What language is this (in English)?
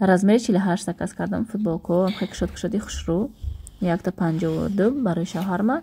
Tajik